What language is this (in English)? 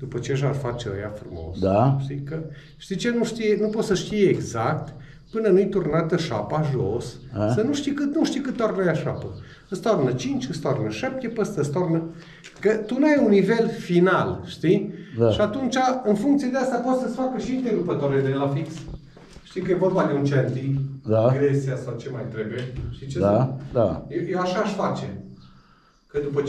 Romanian